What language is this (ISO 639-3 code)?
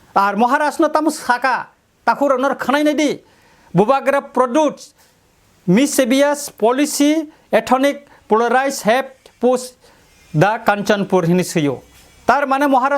trp